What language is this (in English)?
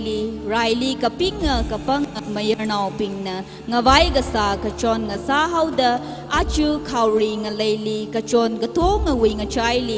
Tangkhul Naga (India)